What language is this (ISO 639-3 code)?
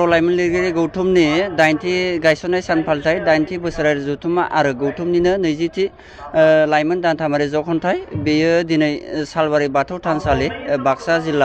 brx